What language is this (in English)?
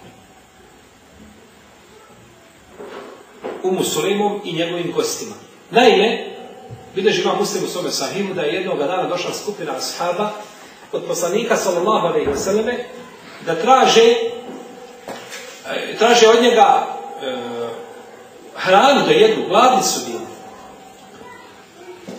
Bosnian